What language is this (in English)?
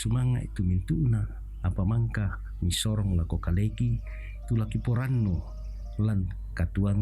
Toraja-Sa'dan